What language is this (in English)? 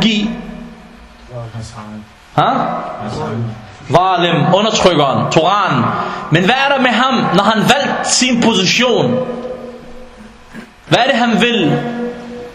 Danish